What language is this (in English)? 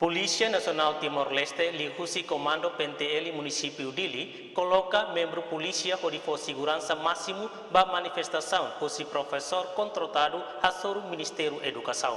Tetum